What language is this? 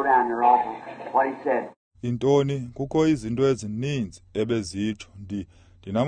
Xhosa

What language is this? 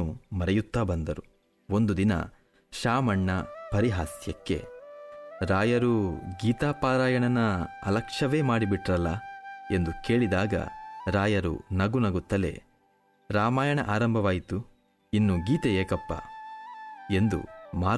Kannada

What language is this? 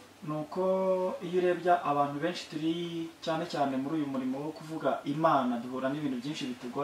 Kinyarwanda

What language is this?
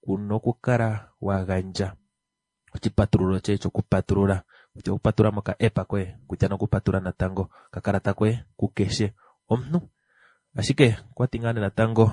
Kuanyama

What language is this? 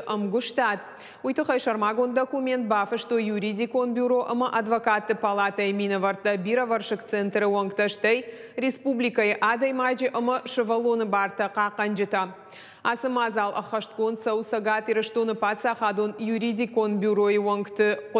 Ossetic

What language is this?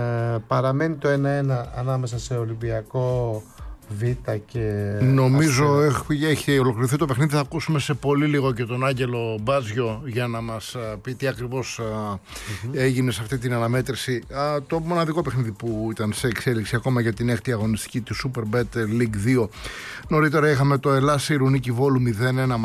Greek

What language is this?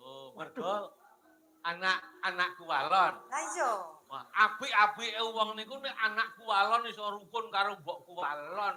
Javanese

